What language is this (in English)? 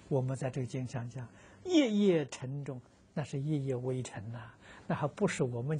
Chinese